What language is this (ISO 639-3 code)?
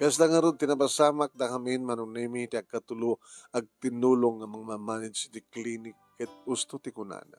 ilo